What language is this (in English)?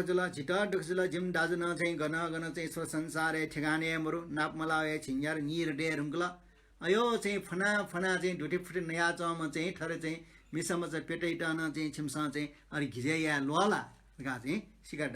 Newari